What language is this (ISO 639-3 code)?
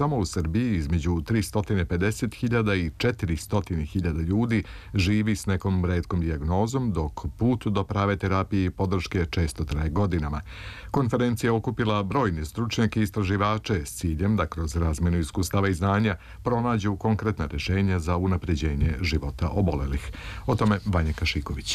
srp